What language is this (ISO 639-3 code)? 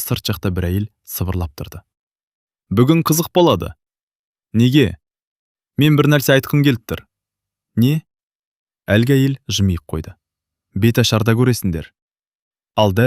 kaz